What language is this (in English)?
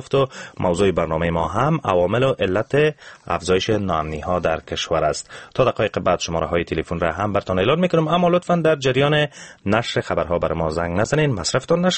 Persian